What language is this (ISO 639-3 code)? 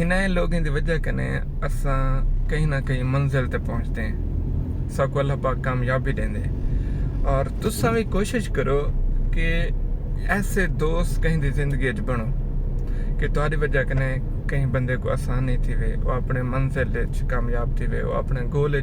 skr